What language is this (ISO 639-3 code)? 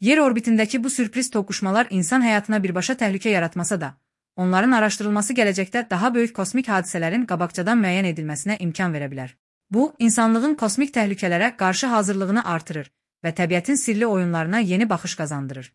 aze